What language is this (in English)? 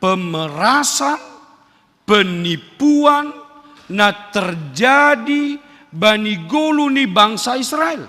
Batak Simalungun